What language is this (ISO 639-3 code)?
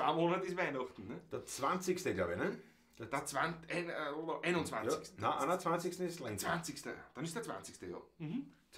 bar